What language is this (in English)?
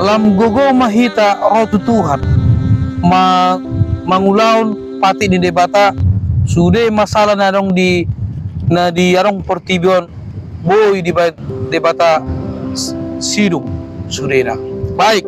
Batak Toba